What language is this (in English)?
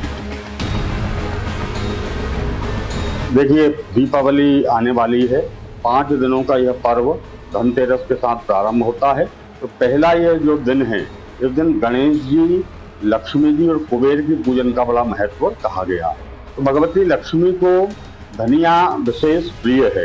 Hindi